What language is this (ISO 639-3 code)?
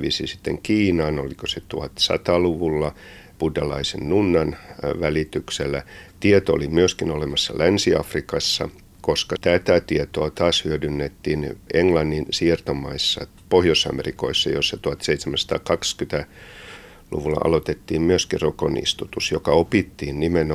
fin